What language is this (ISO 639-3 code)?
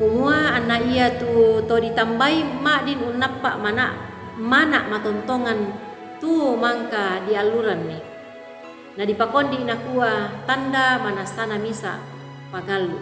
sda